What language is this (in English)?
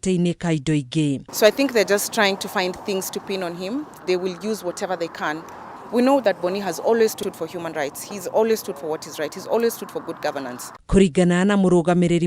Kikuyu